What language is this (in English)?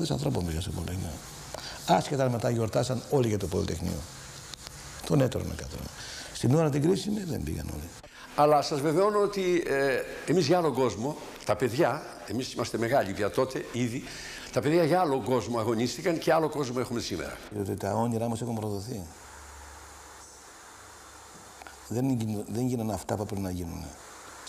Greek